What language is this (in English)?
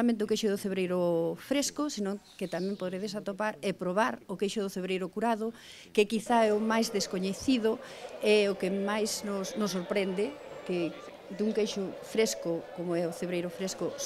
Galician